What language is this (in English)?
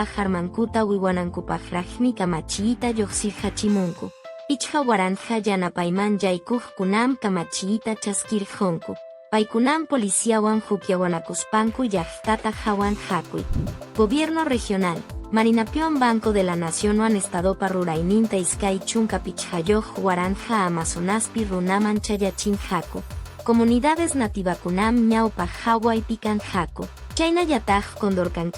Quechua